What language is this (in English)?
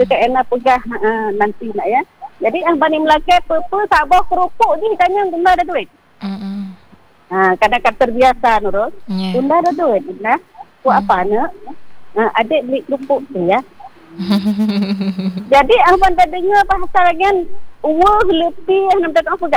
Malay